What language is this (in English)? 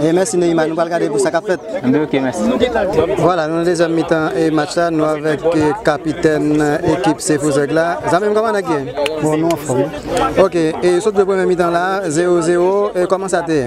Haitian Creole